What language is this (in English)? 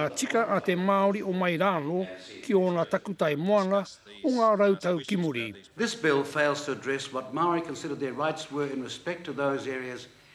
Māori